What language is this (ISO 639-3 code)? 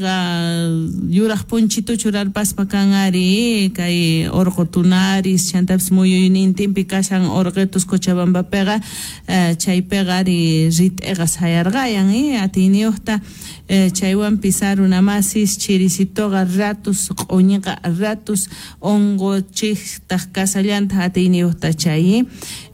quh